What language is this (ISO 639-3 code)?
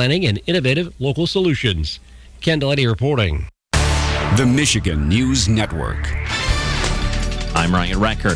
eng